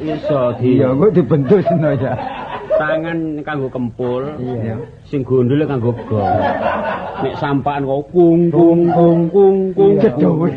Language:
Javanese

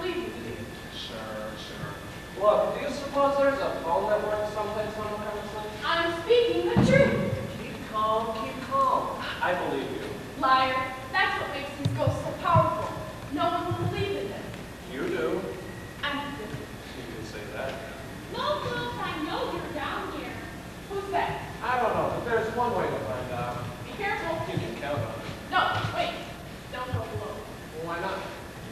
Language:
English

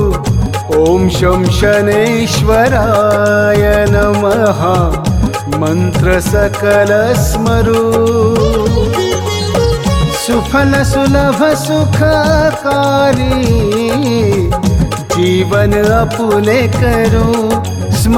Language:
Marathi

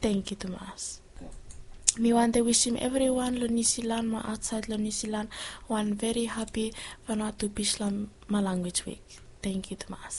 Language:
Bislama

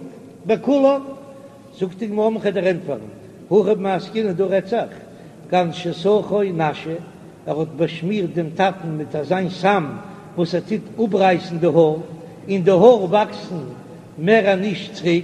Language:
Yiddish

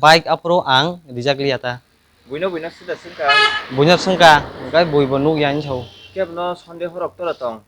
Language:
Kok Borok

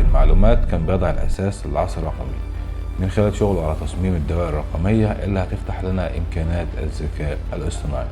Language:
Egyptian Arabic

